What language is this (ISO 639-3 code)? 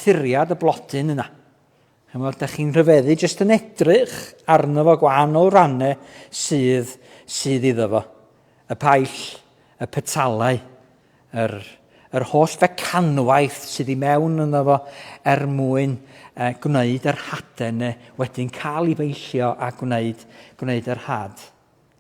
cym